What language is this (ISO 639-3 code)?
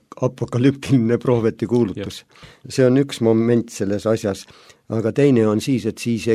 est